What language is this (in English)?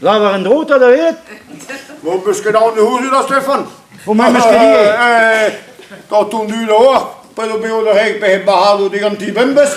Breton